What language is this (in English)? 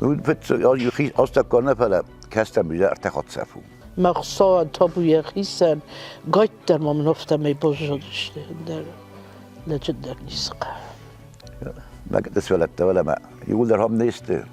Ossetic